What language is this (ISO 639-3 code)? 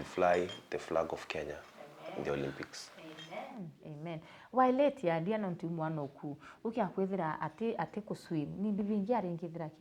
mer